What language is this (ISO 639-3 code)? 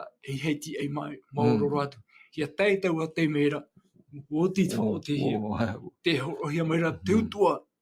tah